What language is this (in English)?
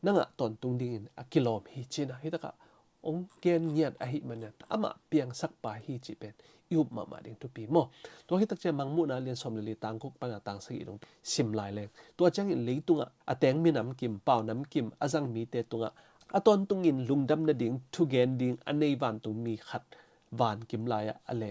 Tedim Chin